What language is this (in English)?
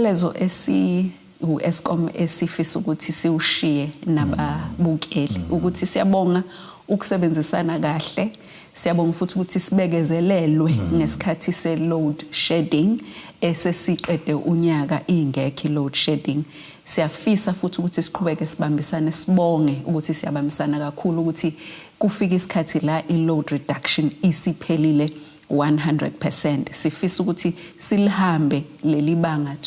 Zulu